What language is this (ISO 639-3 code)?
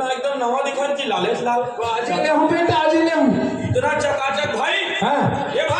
hne